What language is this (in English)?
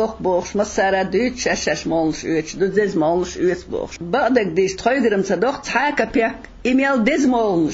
Chechen